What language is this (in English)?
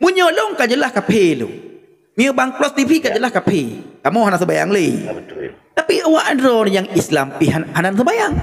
Achinese